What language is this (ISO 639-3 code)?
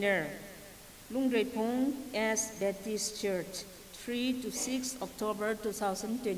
nmf